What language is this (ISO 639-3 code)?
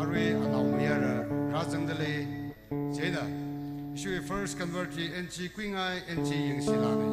nmf